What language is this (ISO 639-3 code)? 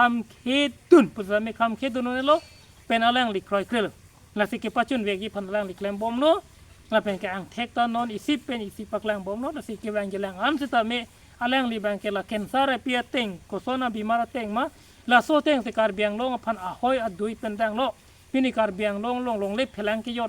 mjw